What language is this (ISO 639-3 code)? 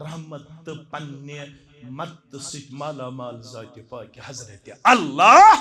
kas